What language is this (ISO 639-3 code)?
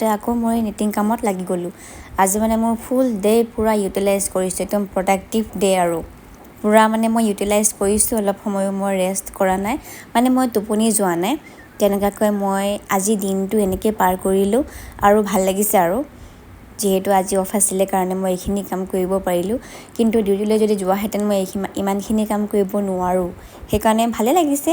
asm